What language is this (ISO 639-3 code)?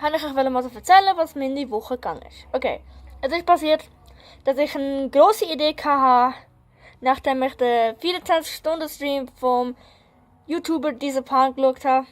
gsw